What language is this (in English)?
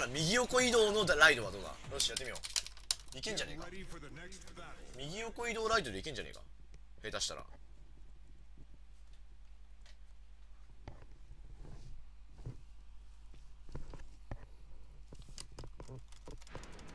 Japanese